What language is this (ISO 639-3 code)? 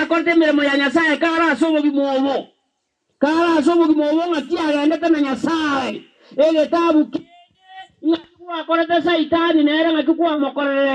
guz